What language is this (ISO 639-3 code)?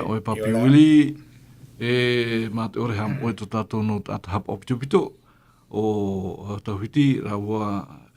tah